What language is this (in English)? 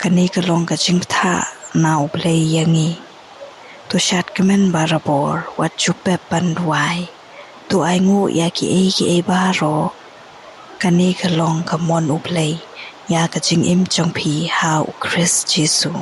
Khasi